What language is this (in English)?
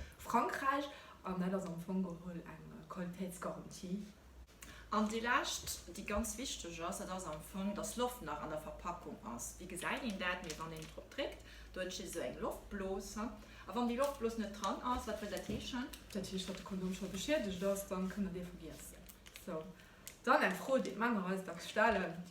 Luxembourgish